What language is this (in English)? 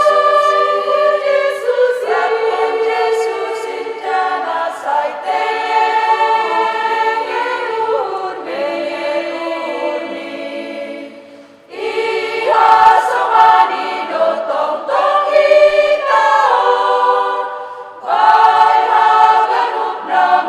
Batak Simalungun